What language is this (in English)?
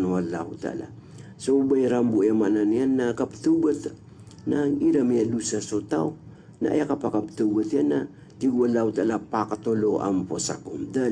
Maranao